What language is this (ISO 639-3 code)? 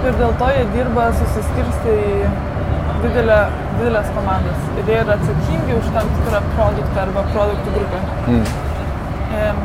lit